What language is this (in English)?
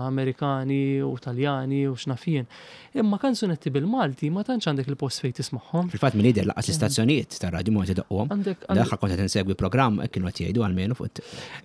Maltese